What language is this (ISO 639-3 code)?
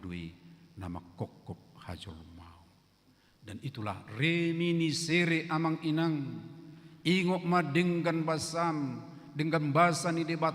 bbc